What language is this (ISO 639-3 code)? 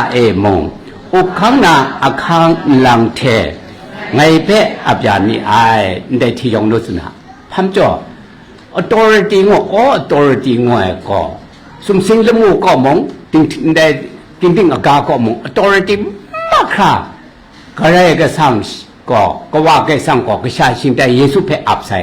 kac